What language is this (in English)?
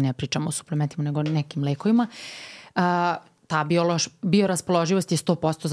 Serbian